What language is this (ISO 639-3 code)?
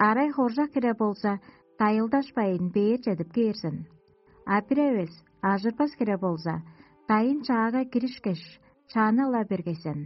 tyv